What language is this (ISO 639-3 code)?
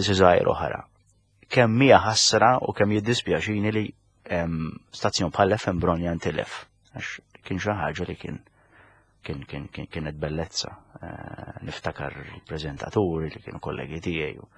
mlt